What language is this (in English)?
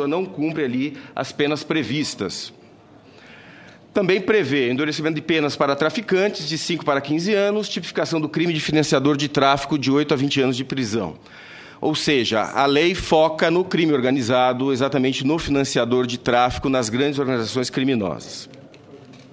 Portuguese